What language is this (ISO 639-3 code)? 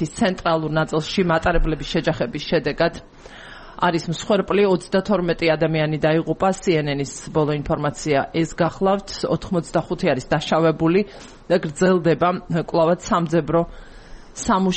kat